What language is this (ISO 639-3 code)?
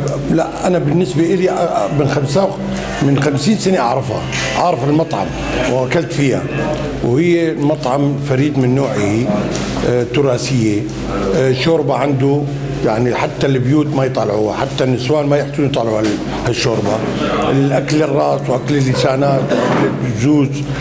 apc